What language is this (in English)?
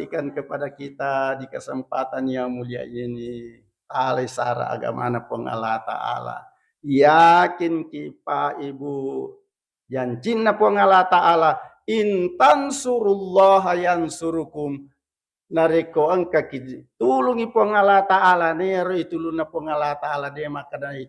Buginese